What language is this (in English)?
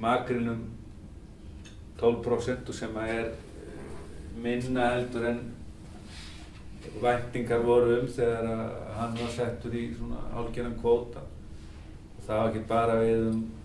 Icelandic